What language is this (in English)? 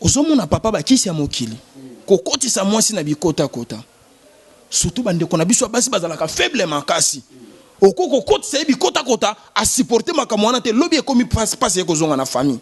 Lingala